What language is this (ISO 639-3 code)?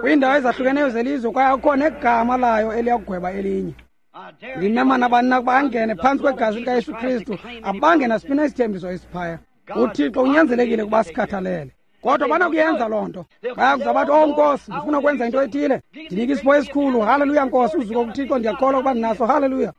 xho